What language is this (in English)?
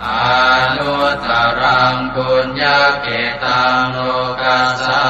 Pali